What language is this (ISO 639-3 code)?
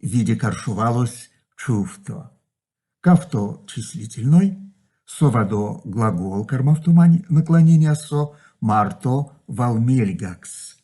myv